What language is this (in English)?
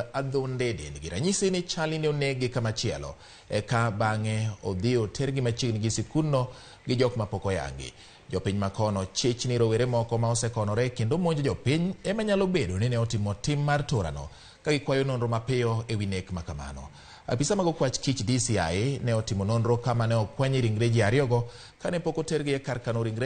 Luo (Kenya and Tanzania)